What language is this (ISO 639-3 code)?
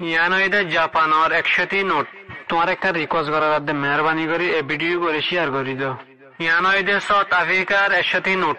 rhg